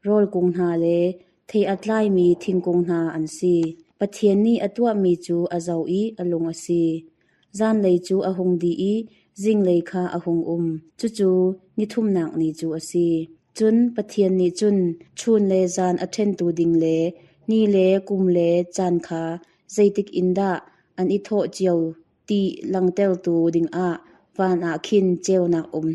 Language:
Hakha Chin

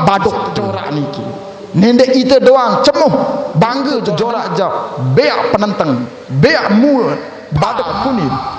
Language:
Sasak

